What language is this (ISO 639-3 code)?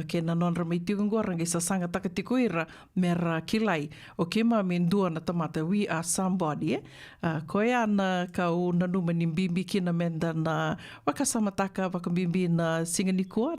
fij